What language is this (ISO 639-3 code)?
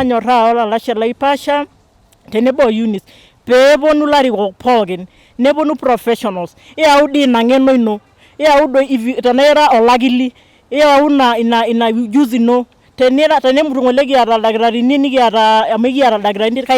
mas